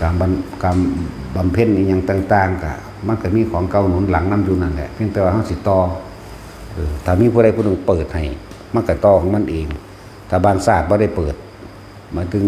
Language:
Northeastern Thai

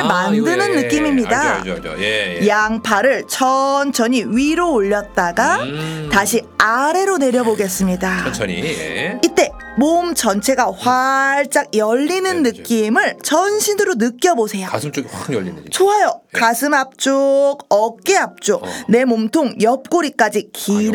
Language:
Korean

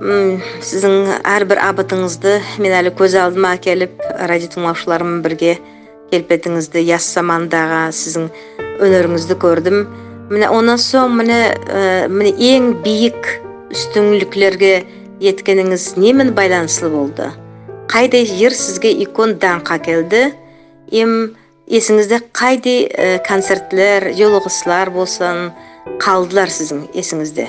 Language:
Nogai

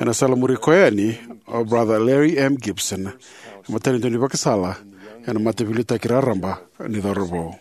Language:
Fijian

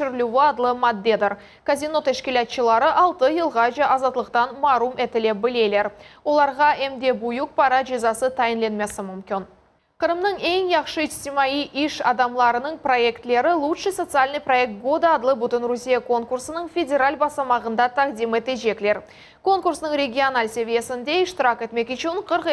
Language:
Crimean Tatar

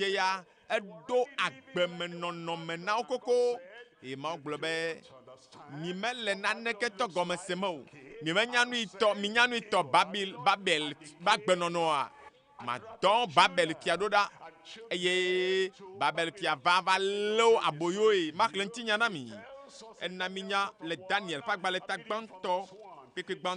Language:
Ewe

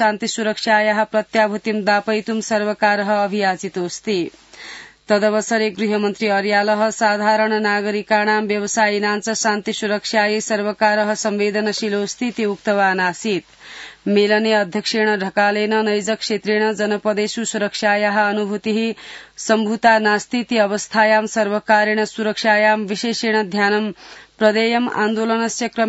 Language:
Sanskrit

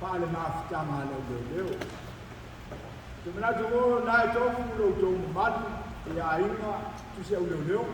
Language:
Samoan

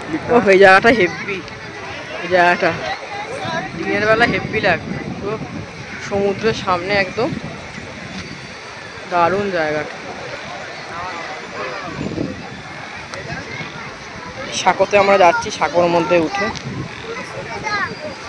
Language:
Bangla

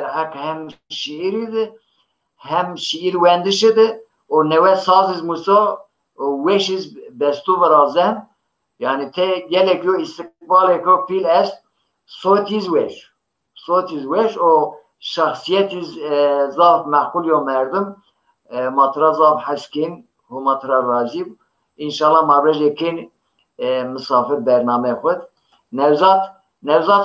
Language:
Zaza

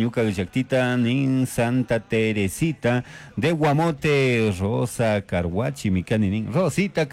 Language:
Chimborazo Highland Quichua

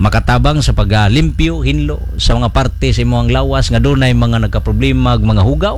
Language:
Cebuano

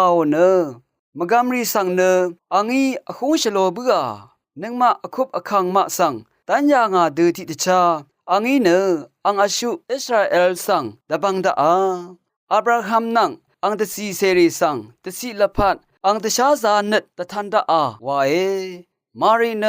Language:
Rawang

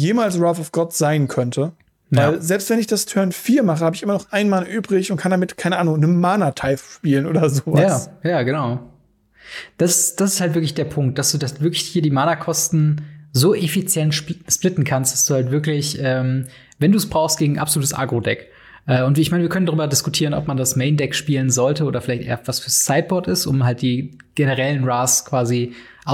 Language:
German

